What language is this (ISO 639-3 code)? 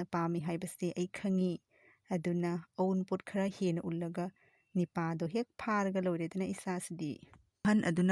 mni